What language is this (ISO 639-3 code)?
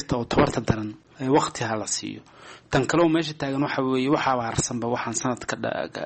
som